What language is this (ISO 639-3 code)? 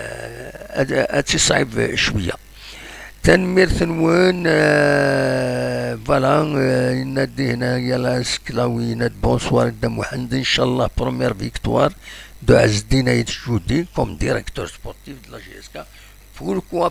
kab